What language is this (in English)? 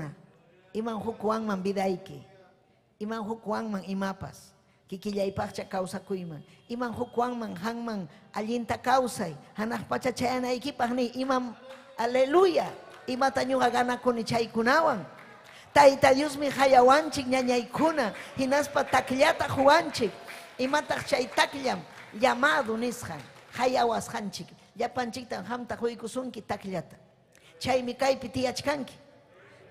Ayacucho Quechua